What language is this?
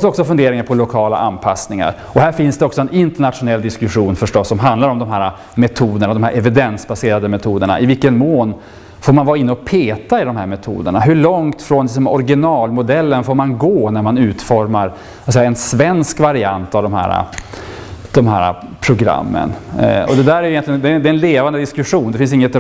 Swedish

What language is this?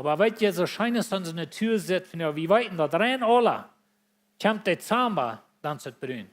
Plautdietsch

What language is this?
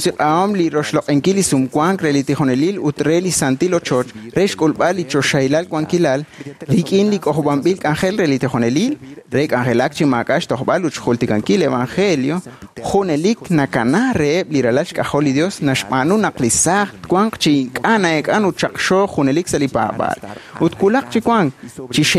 Kekchí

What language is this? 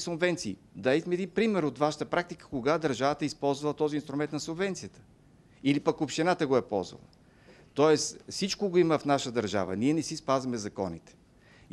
Bulgarian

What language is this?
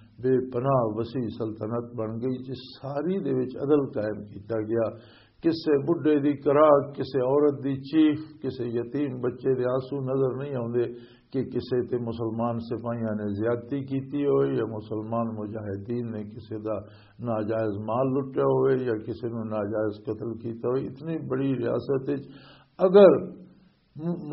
Western Panjabi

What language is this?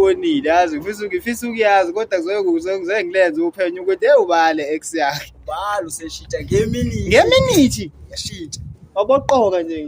Zulu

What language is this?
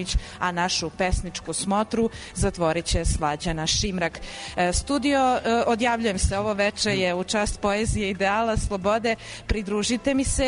Serbian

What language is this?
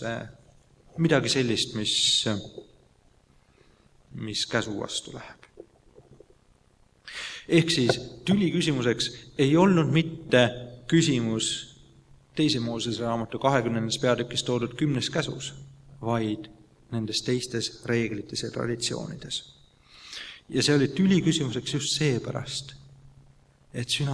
Estonian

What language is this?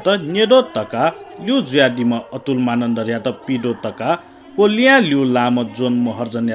Newari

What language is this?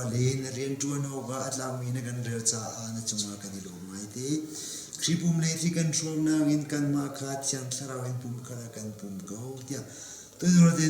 Hakha Chin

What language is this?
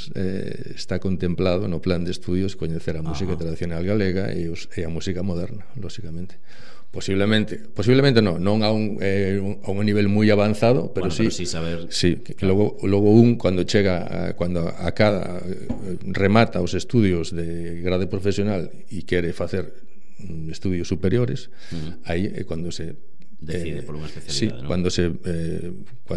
Galician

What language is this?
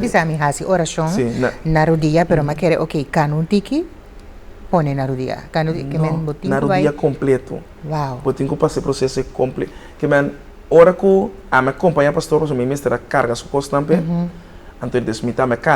Papiamento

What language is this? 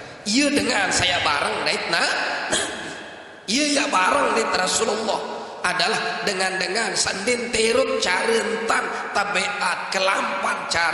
Sasak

